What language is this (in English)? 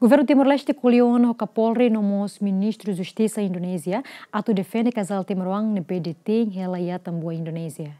Tetum